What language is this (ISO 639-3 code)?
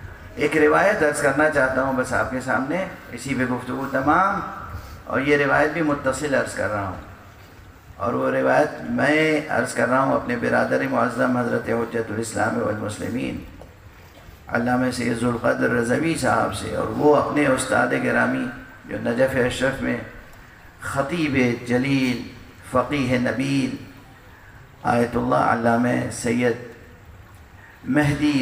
urd